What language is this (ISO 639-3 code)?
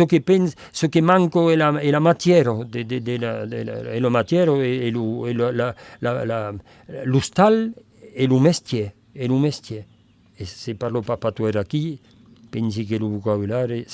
oci